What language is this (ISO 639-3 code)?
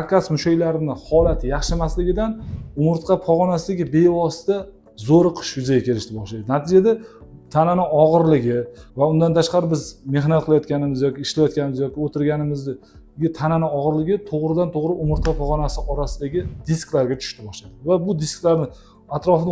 uzb